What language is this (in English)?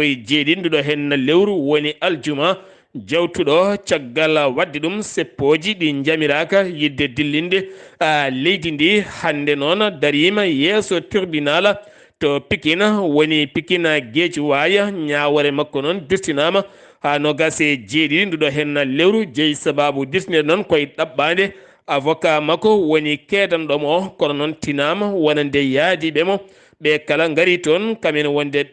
Fula